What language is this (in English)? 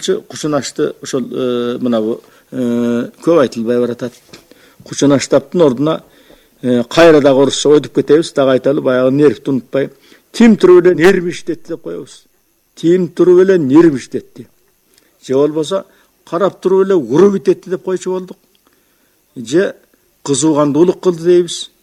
Kyrgyz